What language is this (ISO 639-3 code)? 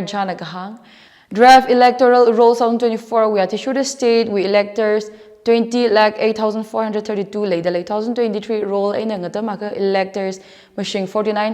nmf